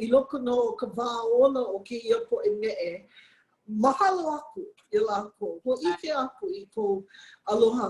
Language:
Hawaiian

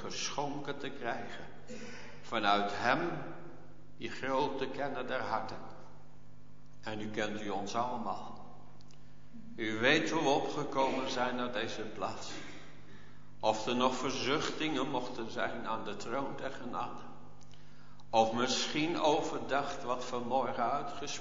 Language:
Dutch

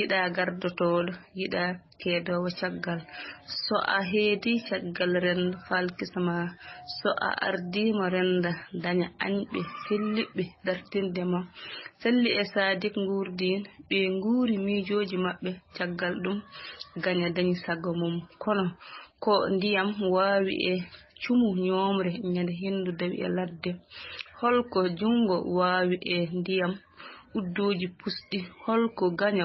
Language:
Fula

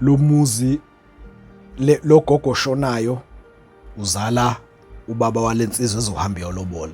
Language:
Zulu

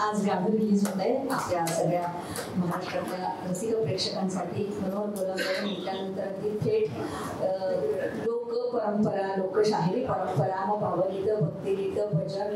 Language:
Marathi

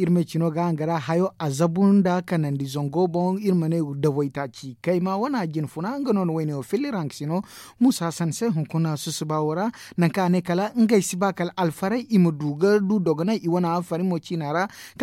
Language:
Zarma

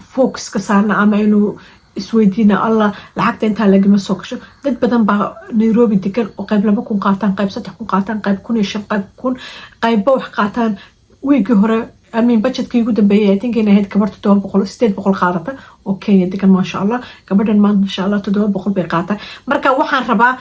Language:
Somali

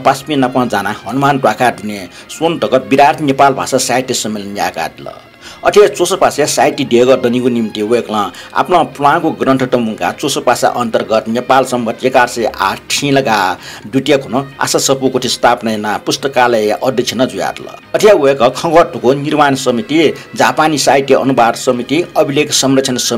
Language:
Newari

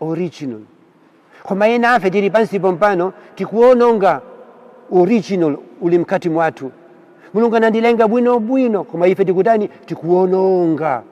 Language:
Nyanja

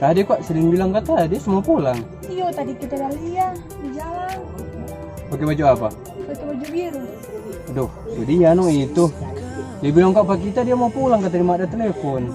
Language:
Manado Malay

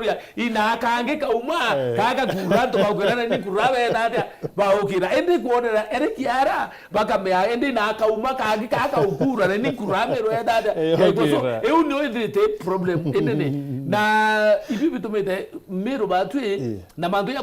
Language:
Meru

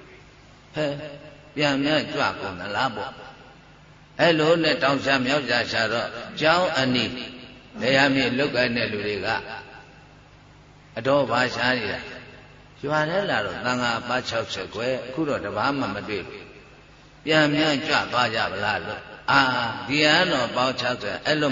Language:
Burmese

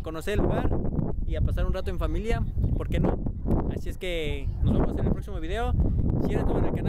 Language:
Spanish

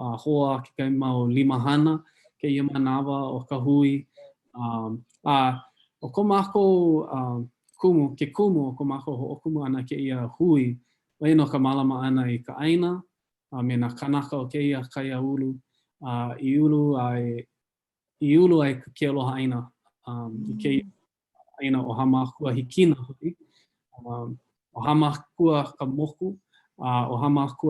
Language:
Hawaiian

